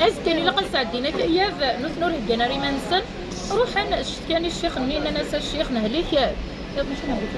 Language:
Kabyle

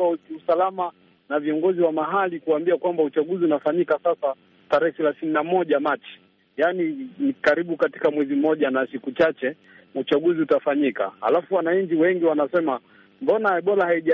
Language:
Swahili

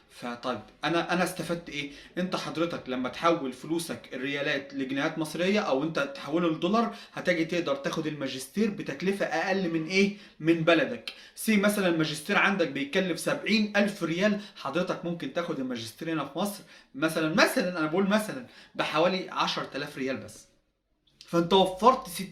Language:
Egyptian Arabic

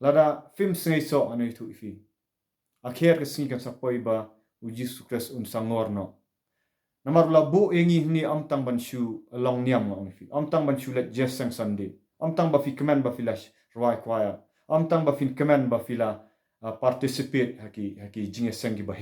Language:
Khasi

